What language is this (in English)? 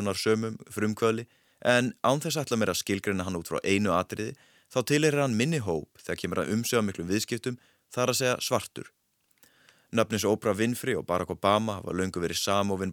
Icelandic